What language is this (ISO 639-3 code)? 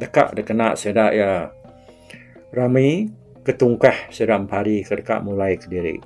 iba